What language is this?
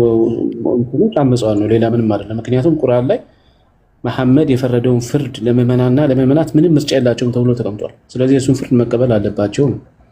Amharic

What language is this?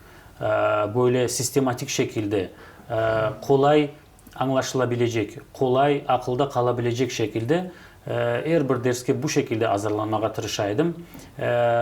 Crimean Tatar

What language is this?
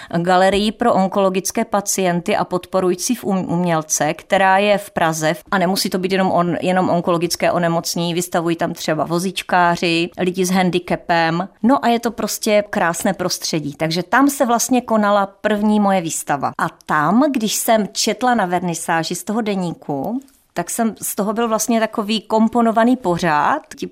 Czech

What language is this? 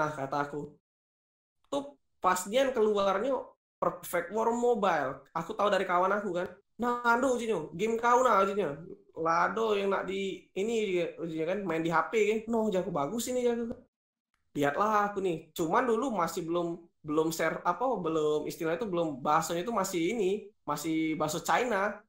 Musi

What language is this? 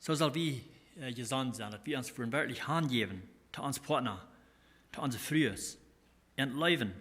Plautdietsch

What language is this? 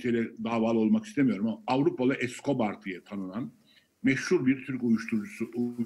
Turkish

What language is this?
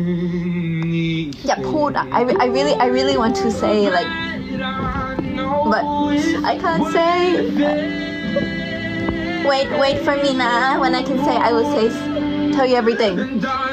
Thai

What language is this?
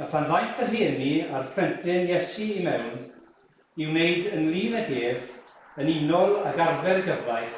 Welsh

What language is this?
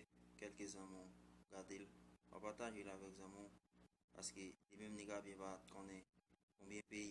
Haitian Creole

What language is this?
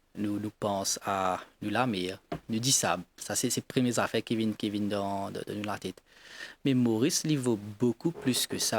Morisyen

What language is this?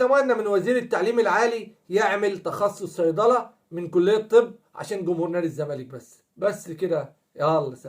Egyptian Arabic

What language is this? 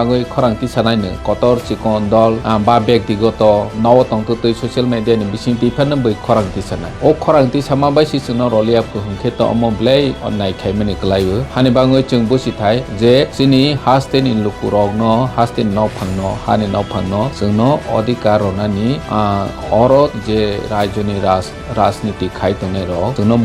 Kok Borok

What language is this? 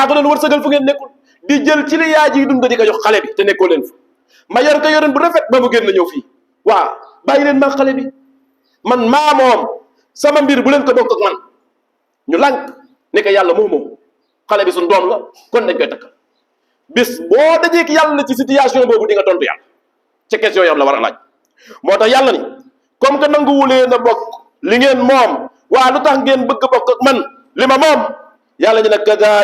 Wolof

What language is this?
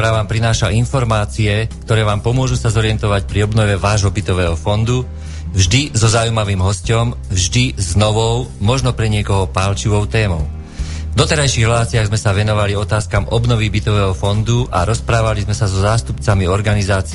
Slovak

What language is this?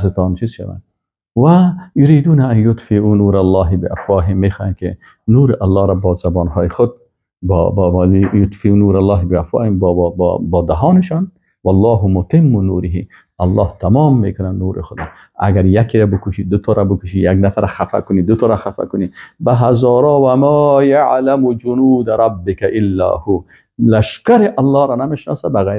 Persian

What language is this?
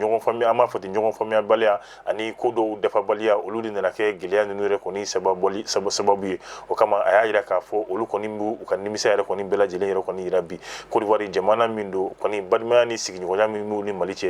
Bambara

